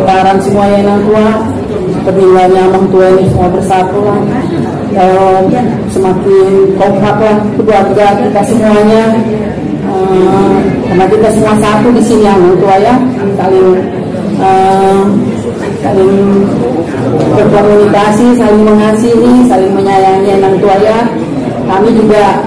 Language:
Batak Angkola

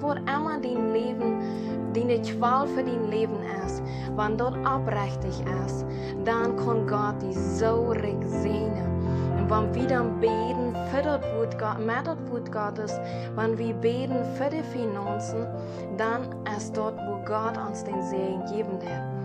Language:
Plautdietsch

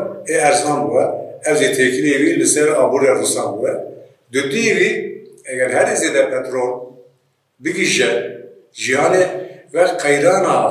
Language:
Kurdish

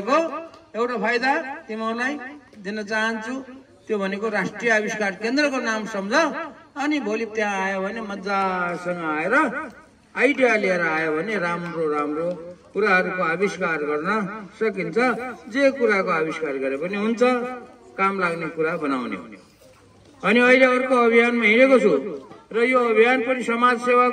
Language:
Nepali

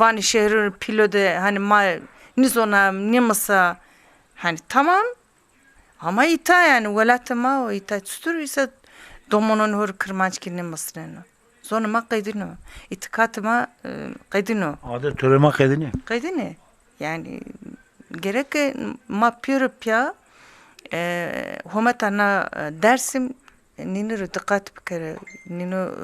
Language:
Zaza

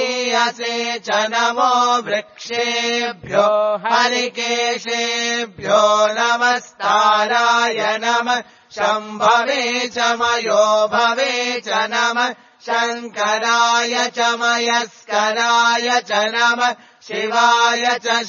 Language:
Sanskrit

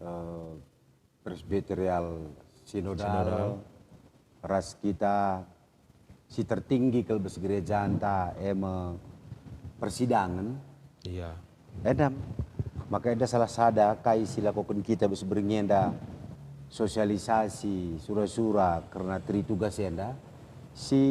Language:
Batak Karo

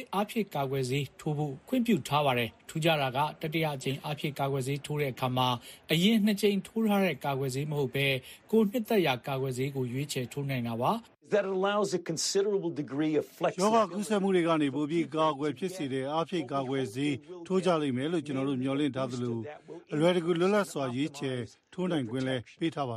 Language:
Burmese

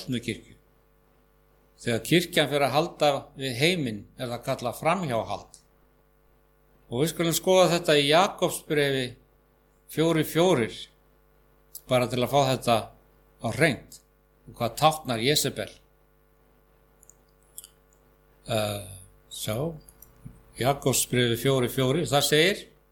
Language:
Icelandic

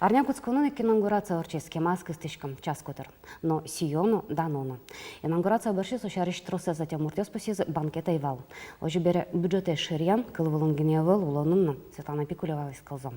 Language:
Udmurt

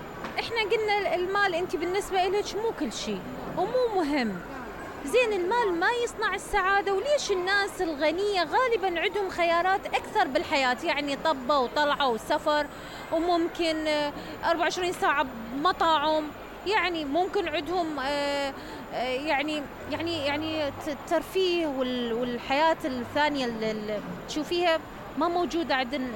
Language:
Mesopotamian Arabic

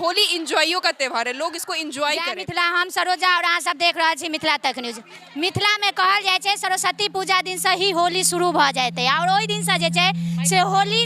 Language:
Maithili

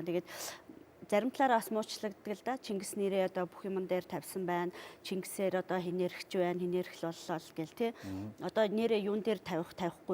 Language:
Mongolian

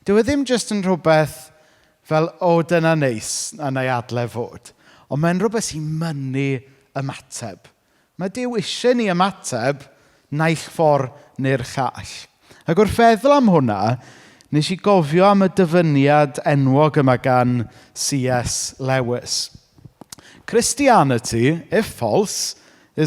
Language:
Welsh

